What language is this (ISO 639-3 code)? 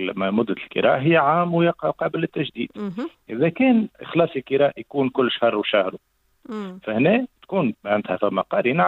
aeb